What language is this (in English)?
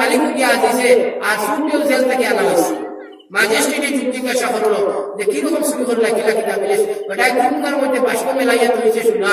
Sylheti